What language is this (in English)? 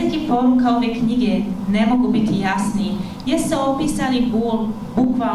Bosnian